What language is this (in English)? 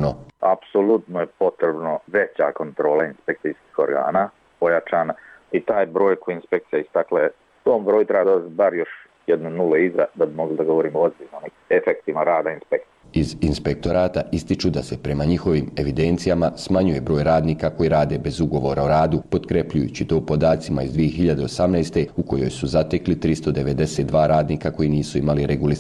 Bosnian